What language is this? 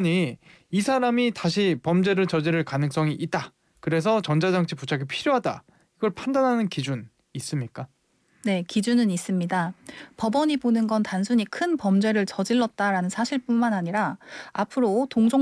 Korean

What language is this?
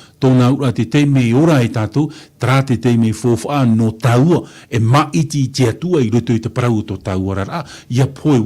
Tahitian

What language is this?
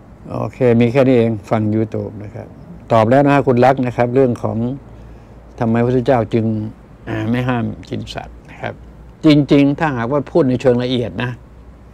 Thai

